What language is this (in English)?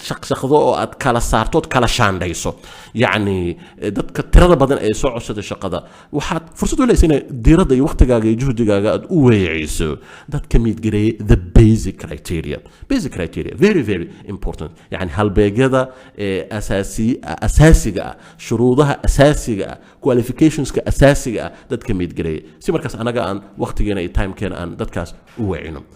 Somali